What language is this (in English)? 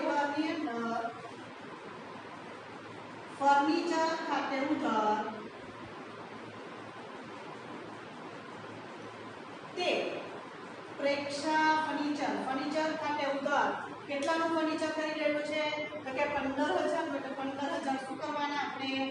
Gujarati